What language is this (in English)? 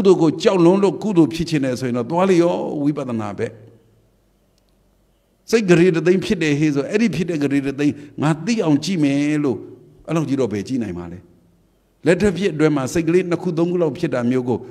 Burmese